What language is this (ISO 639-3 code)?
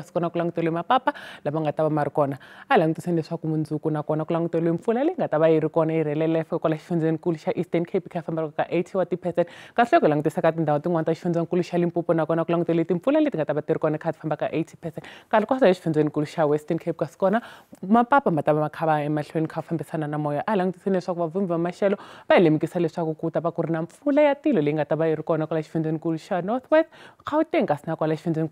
tso